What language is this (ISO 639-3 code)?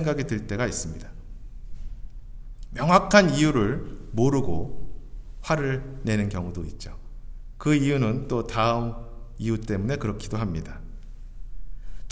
kor